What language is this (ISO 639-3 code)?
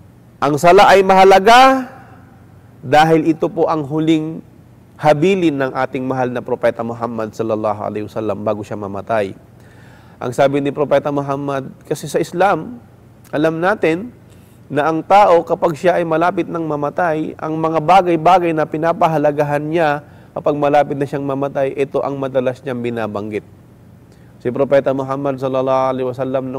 fil